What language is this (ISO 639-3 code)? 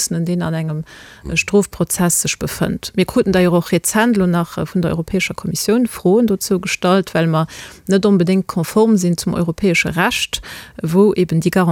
ltz